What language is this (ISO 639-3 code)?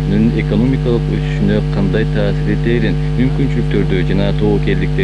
kir